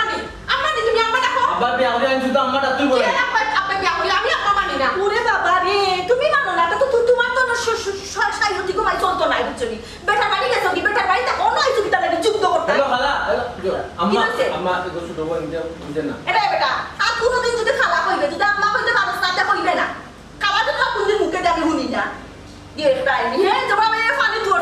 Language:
Sylheti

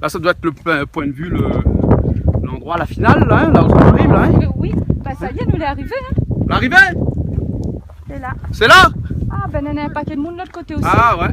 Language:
Réunion Creole French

